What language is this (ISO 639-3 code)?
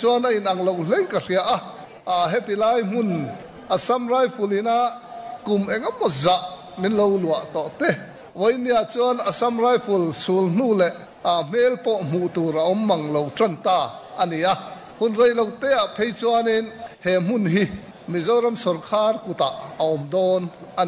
lus